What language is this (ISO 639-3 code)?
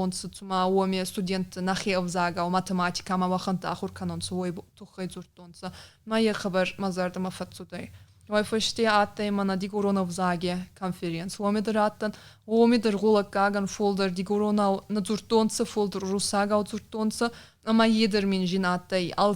oss